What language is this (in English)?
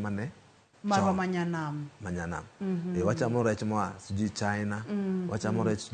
Luo (Kenya and Tanzania)